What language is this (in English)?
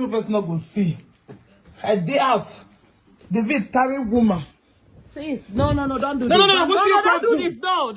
Nigerian Pidgin